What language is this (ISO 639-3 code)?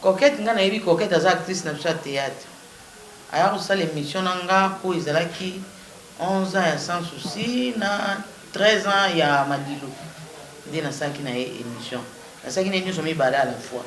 lin